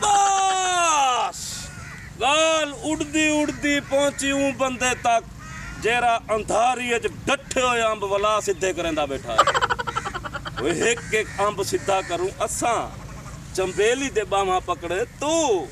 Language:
Saraiki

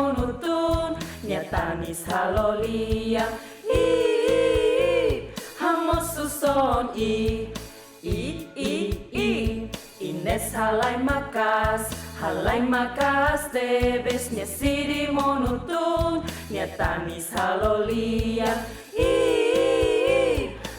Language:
Tetum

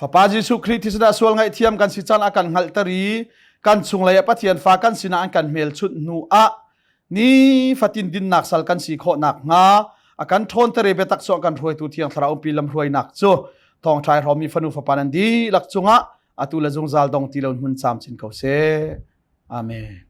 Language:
Hakha Chin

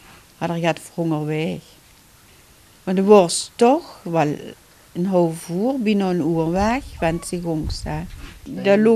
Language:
Dutch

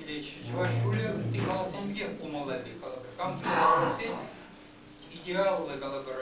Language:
Chuvash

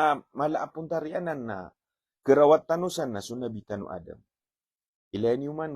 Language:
Maranao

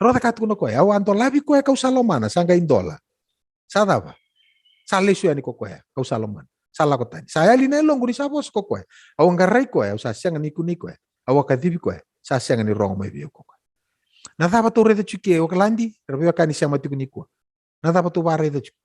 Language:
Fijian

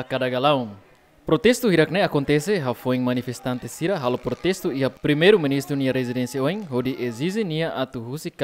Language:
Tetum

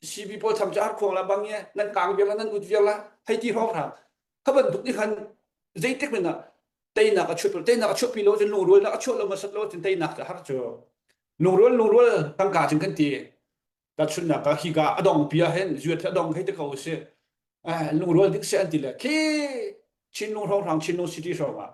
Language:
Hakha Chin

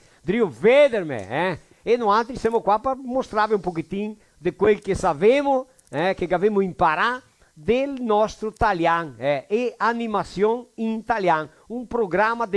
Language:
Venetian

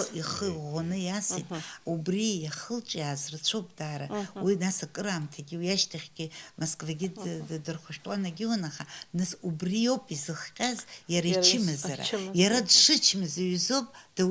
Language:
Abkhazian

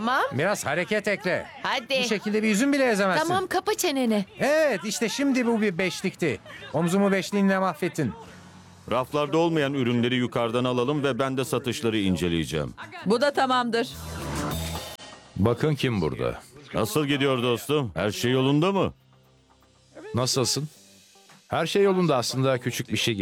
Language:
Turkish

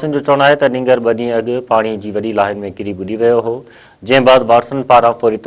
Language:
Sindhi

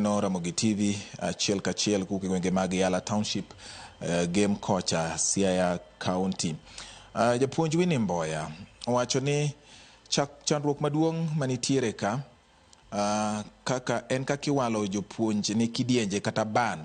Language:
Luo (Kenya and Tanzania)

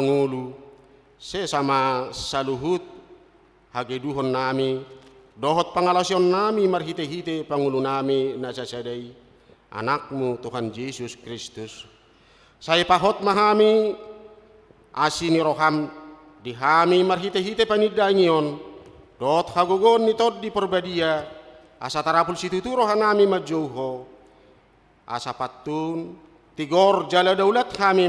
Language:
Batak Toba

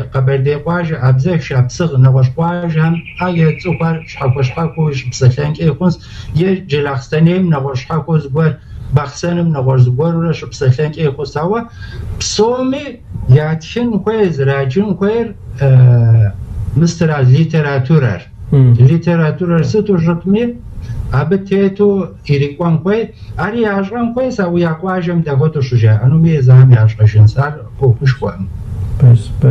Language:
Kabardian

